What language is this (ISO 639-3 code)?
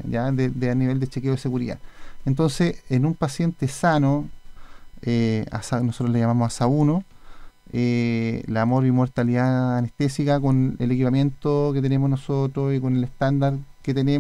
spa